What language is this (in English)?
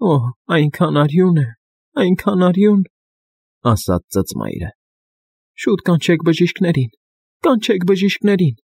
Armenian